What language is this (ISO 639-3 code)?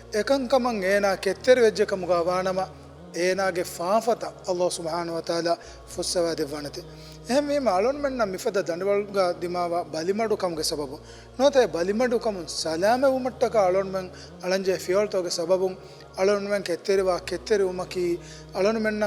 div